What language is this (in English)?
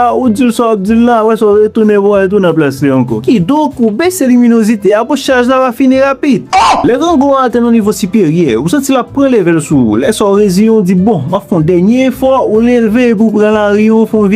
Haitian Creole